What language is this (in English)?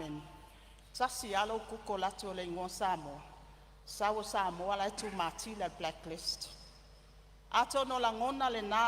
Samoan